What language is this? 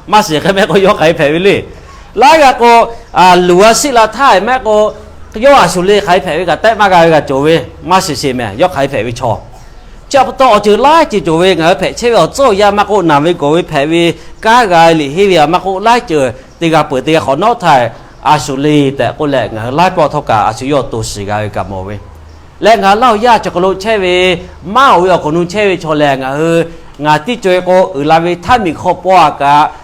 Lahu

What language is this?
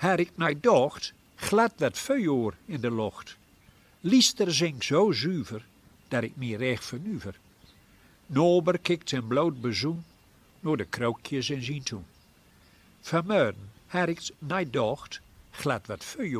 Gronings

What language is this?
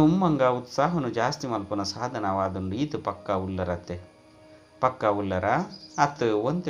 Tulu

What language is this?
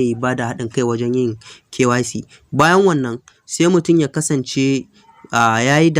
Hausa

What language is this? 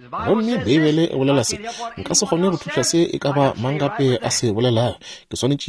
Northern Sotho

